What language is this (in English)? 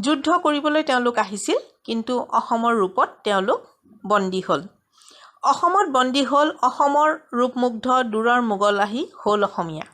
Assamese